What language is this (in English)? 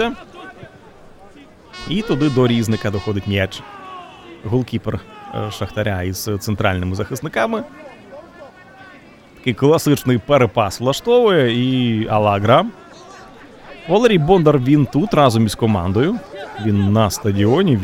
Ukrainian